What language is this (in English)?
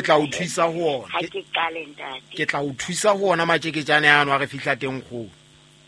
Southern Sotho